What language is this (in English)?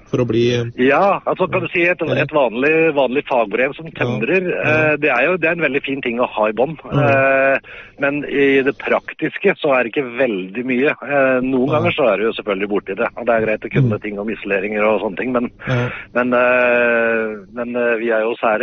Norwegian